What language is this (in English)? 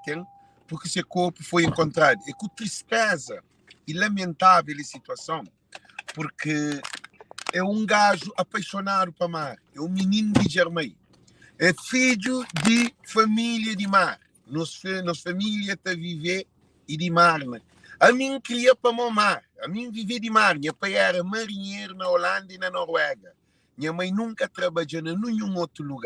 Kabuverdianu